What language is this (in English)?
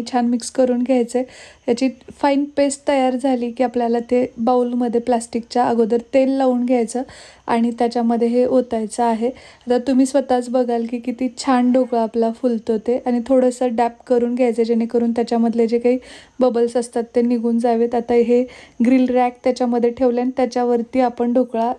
Marathi